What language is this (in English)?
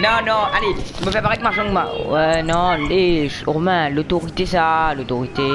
Morisyen